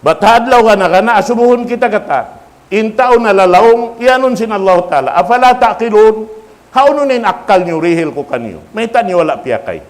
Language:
Tausug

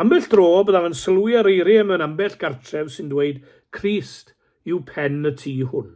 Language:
Welsh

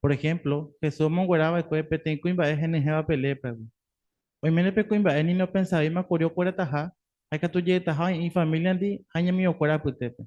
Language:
Guarani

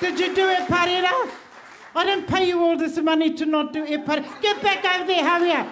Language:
Māori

